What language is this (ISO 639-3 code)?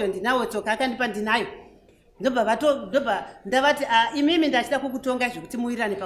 sna